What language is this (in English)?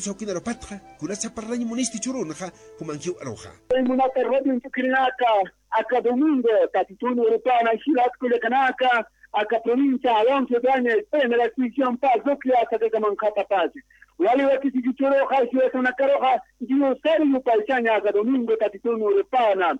Aymara